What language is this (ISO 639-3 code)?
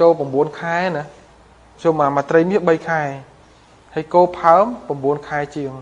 khm